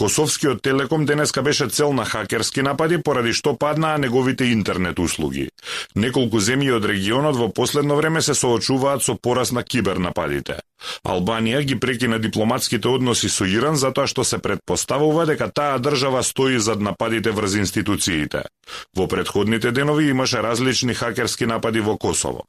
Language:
Macedonian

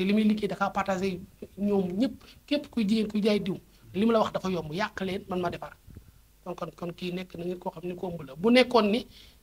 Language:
Wolof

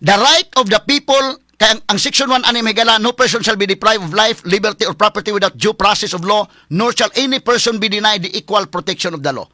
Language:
Cebuano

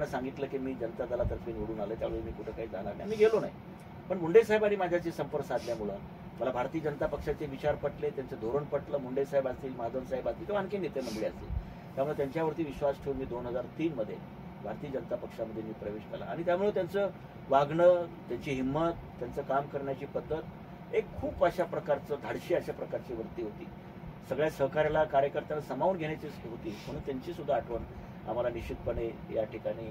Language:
Marathi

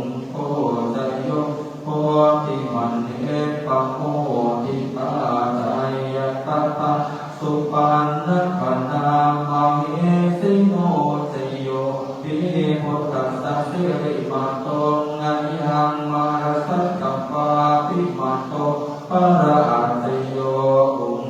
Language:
Pali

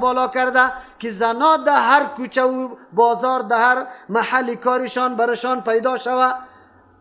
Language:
Persian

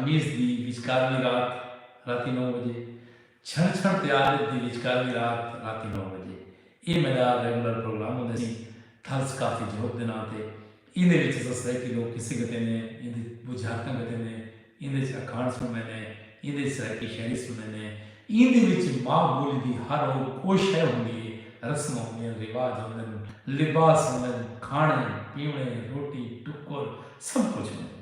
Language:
Saraiki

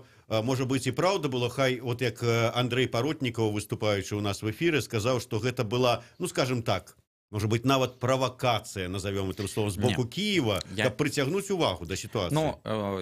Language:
Belarusian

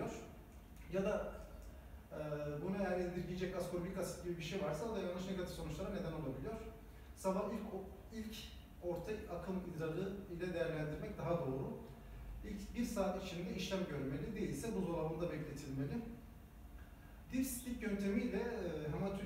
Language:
Turkish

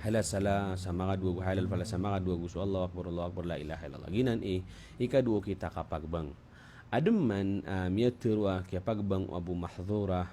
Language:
Maranao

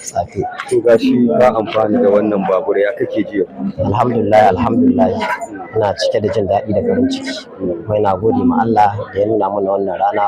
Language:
Hausa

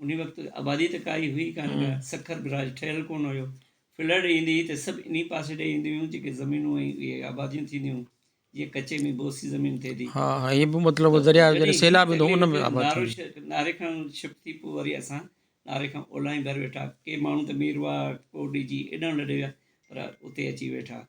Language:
Sindhi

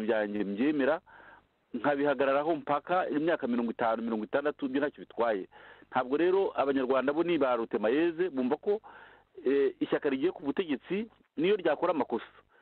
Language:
Kinyarwanda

